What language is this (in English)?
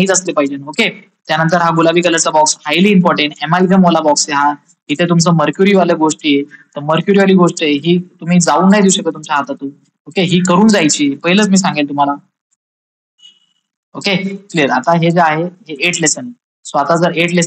Marathi